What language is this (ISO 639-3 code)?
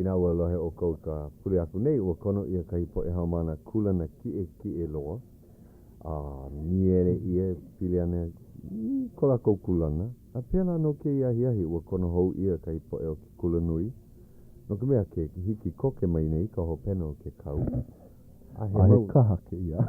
haw